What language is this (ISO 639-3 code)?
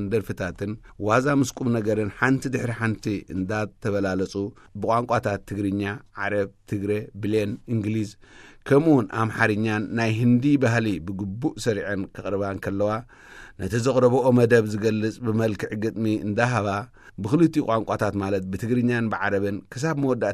tir